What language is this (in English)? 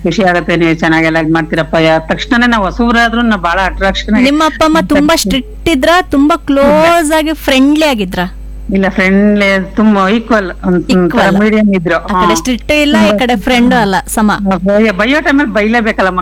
Kannada